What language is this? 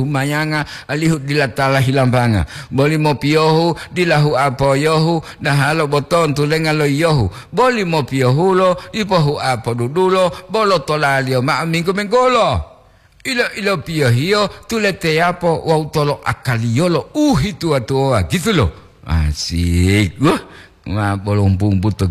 Gorontalo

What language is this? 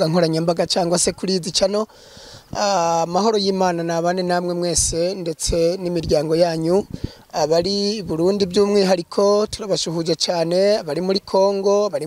Kinyarwanda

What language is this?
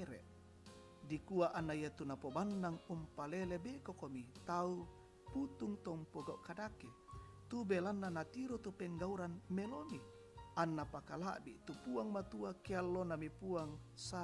Toraja-Sa'dan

